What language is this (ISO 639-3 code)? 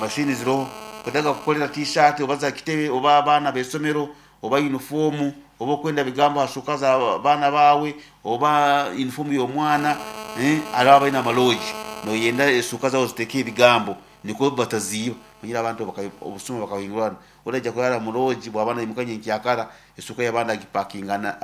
nyn